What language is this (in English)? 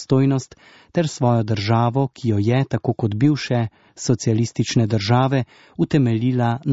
Slovenian